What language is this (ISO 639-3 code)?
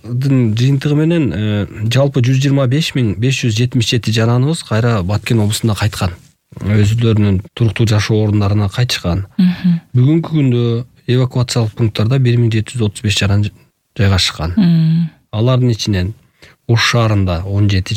kir